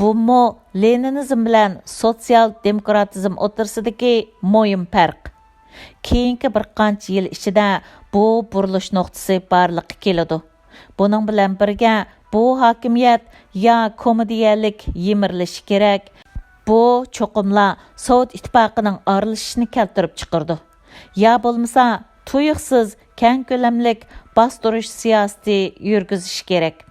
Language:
Uyghur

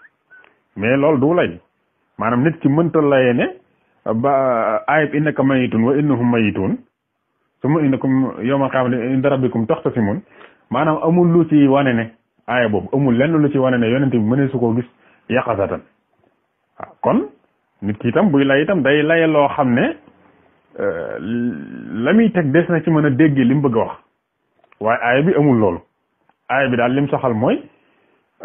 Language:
Wolof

